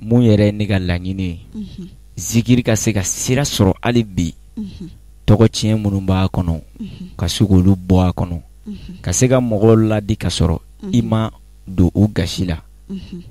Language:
Bambara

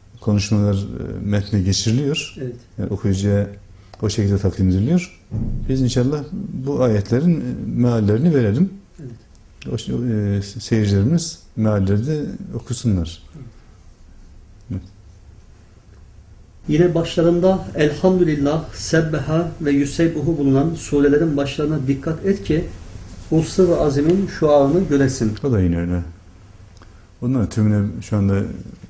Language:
Turkish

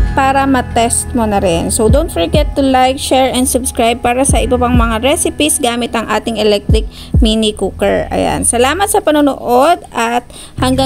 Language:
Filipino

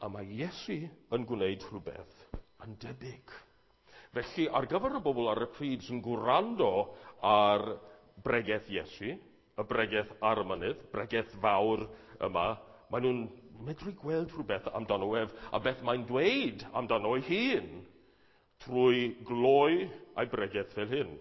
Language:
Welsh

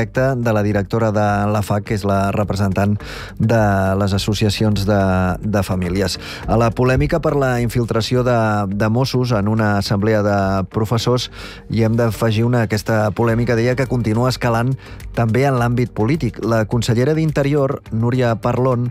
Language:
Catalan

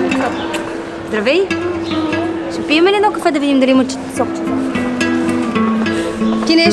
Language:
Bulgarian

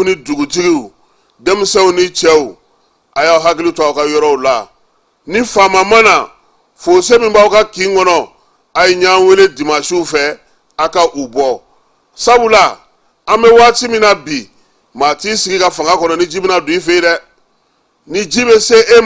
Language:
Bambara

